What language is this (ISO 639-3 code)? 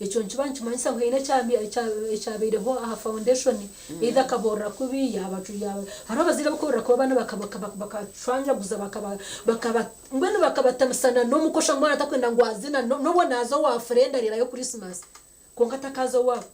nyn